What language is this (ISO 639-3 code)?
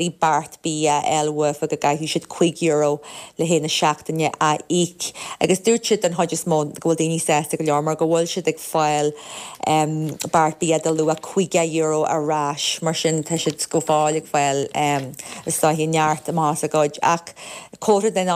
gle